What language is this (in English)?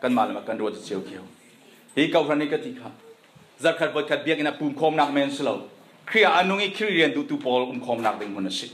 Falam Chin